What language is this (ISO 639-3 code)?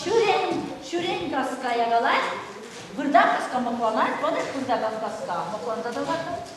chv